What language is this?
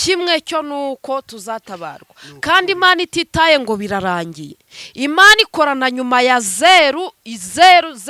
Kinyarwanda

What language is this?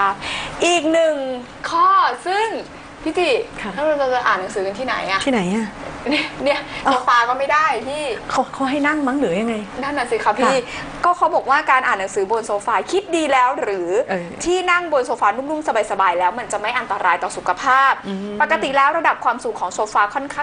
Thai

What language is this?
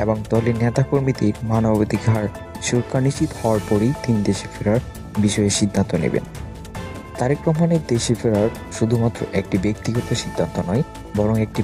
Bangla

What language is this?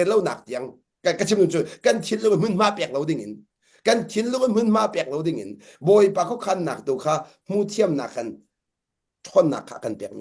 Hakha Chin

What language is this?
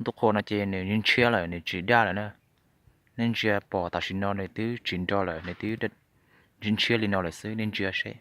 Hmong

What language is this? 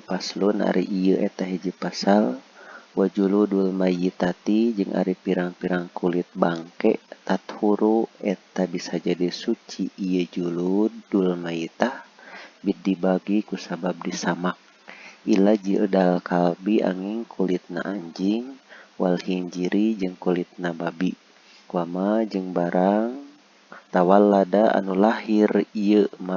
Sundanese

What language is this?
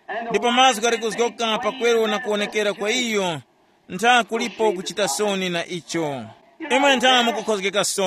Tumbuka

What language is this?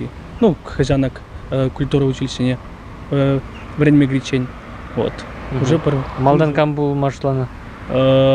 Chuvash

